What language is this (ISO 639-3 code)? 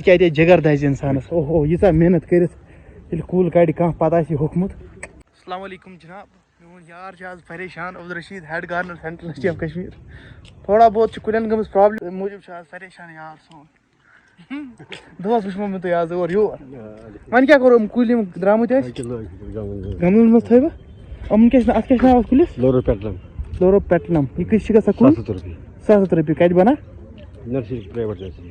kas